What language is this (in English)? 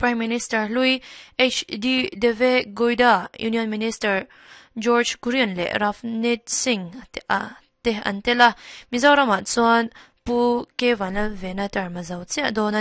Mizo